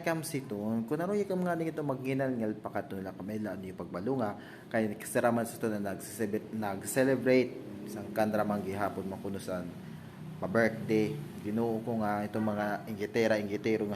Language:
Waray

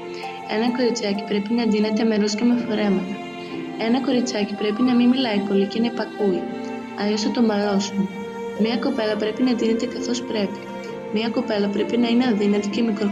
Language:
Greek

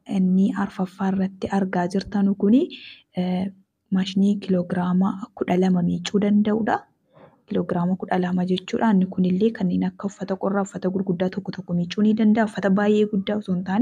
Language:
Oromo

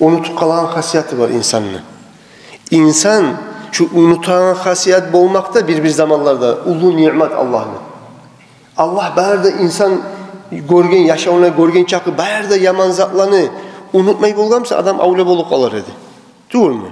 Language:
Kumyk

